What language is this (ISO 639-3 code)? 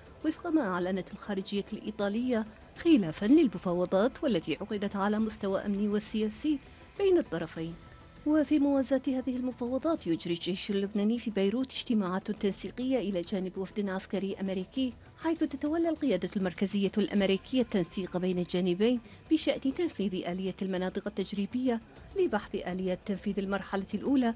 ara